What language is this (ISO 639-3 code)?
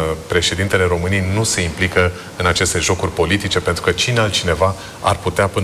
ron